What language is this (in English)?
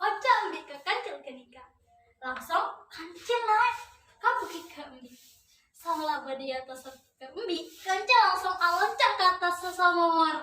Madurese